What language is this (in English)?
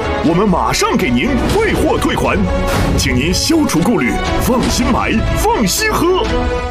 Chinese